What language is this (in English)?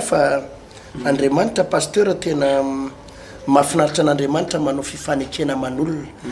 Malagasy